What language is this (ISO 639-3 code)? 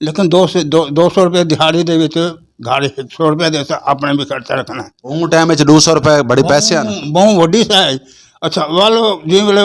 lah